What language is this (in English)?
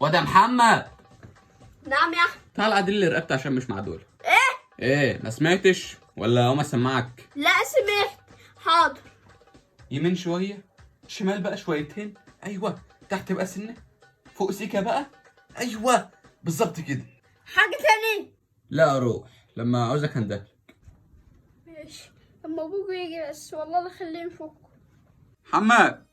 Egyptian Arabic